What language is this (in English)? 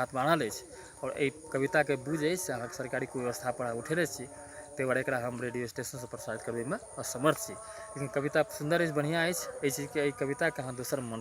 Maithili